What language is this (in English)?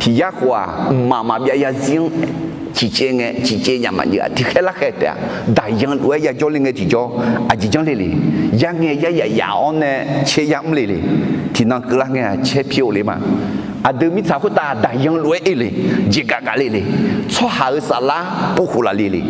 Akha